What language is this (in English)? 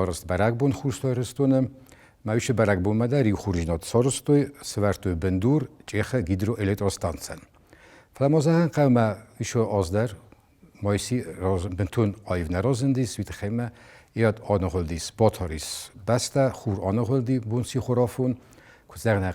Ossetic